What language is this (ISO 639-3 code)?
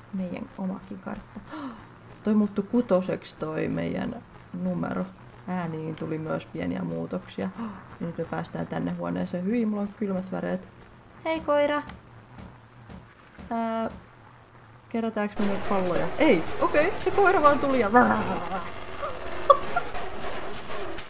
fin